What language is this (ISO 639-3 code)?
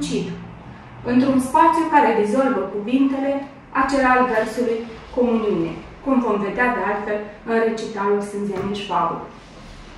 ron